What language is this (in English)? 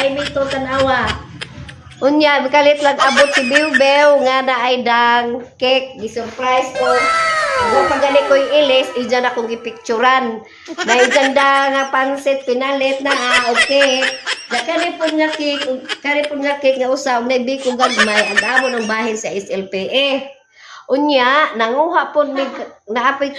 Cebuano